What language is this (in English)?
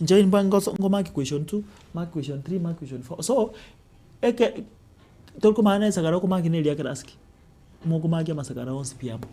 Gusii